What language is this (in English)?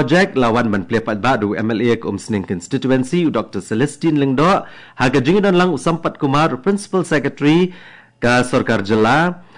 Khasi